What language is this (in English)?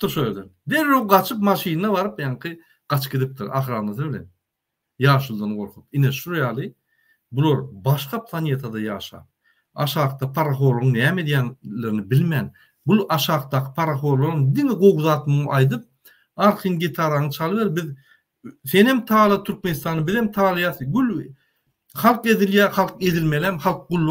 Turkmen